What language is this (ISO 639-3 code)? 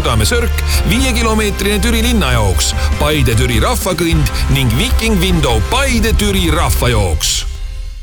est